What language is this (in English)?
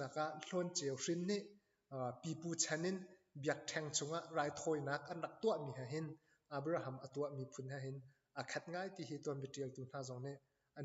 Hakha Chin